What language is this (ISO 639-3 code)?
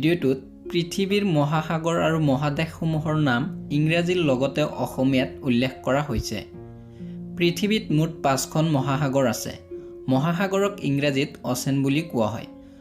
asm